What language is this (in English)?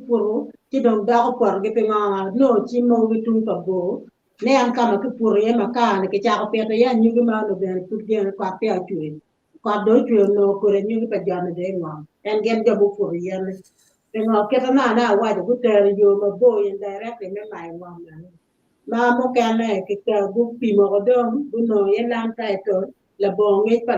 Acoli